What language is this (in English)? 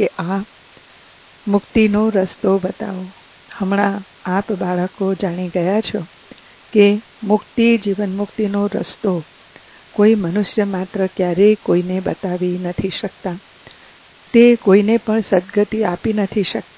Gujarati